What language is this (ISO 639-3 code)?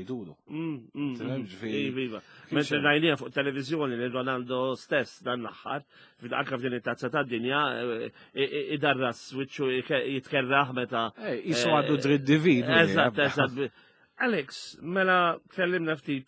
mlt